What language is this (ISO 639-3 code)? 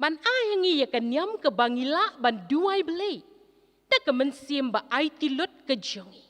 kha